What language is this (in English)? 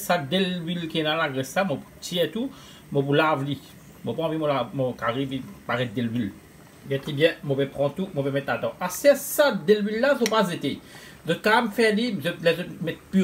Morisyen